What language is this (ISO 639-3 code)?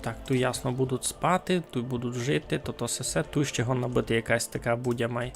rue